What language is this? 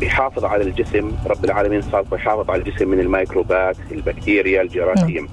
North Levantine Arabic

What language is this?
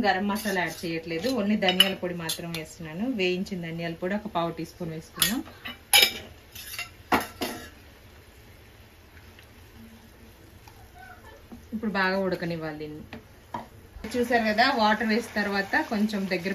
Telugu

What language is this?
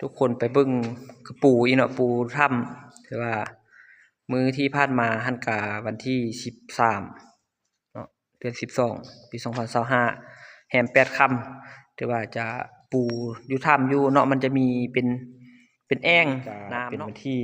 Lao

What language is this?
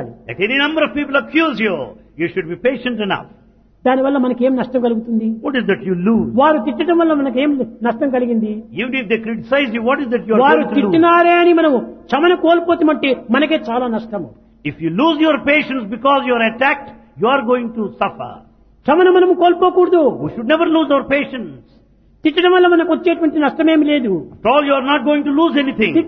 Telugu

